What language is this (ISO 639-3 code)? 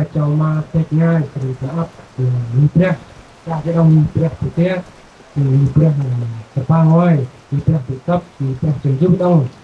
cmo